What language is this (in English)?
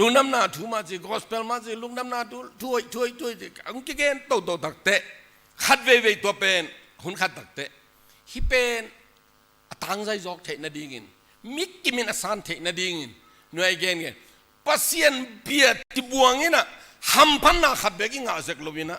Tedim Chin